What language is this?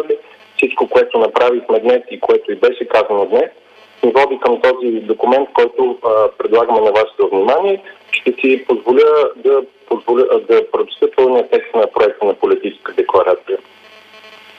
Bulgarian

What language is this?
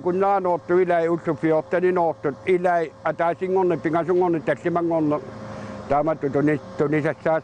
Kalaallisut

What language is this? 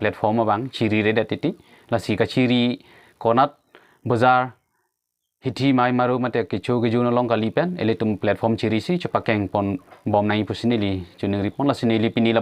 Karbi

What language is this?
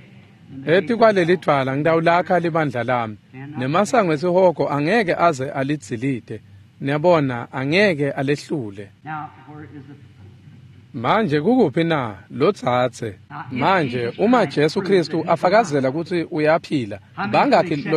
Swati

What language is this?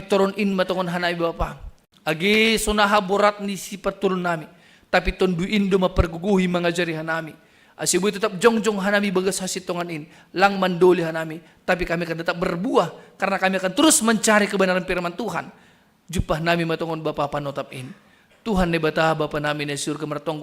Batak Simalungun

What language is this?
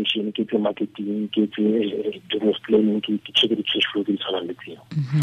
Tswana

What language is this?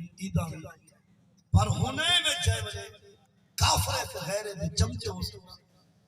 Saraiki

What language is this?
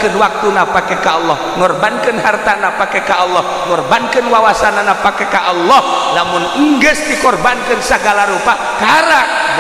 Sundanese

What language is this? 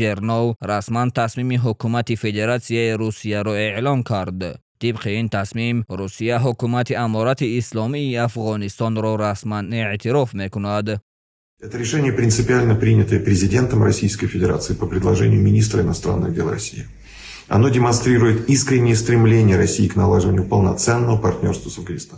Tajik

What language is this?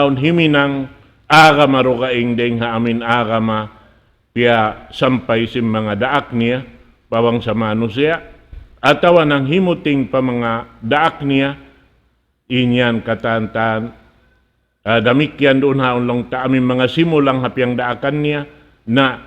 Tausug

